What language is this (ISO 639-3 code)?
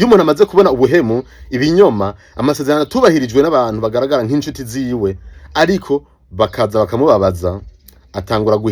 run